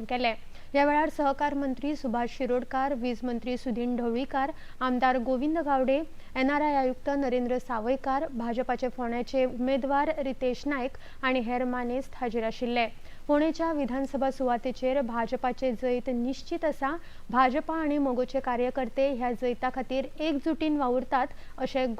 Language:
Konkani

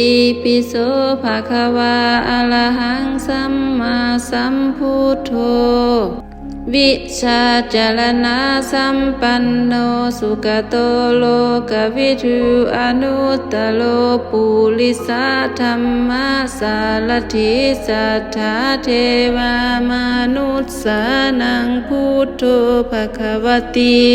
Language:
Pali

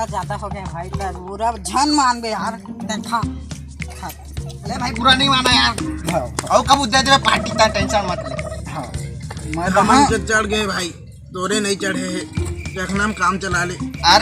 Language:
Chhattisgarhi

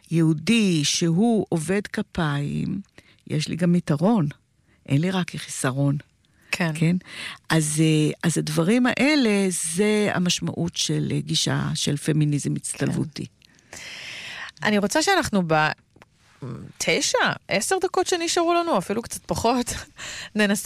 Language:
Hebrew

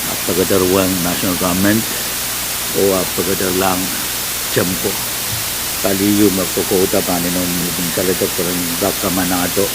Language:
Pohnpeian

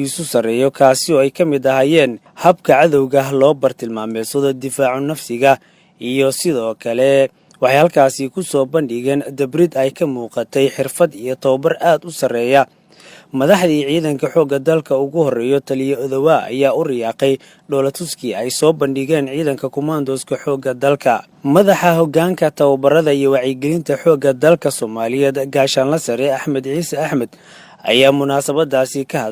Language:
Somali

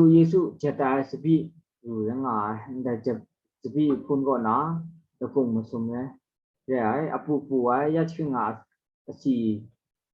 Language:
Kachin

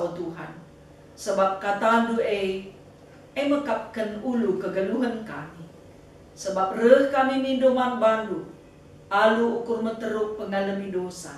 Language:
Batak Karo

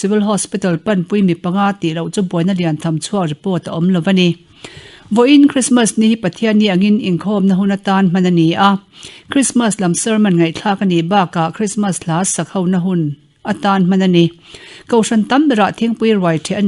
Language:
Mizo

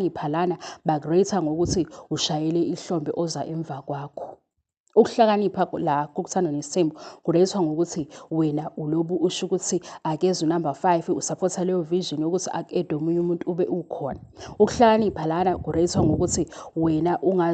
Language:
Zulu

